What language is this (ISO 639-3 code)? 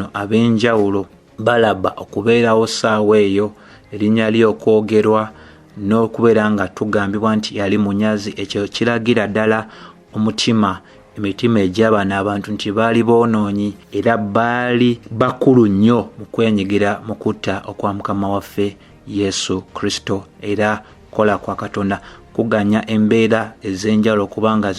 lug